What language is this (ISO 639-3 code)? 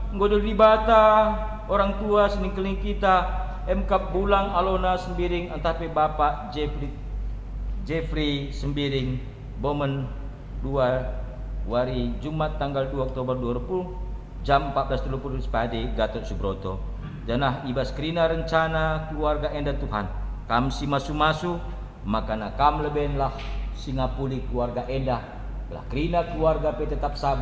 btx